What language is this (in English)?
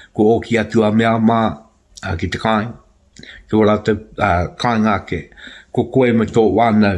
Māori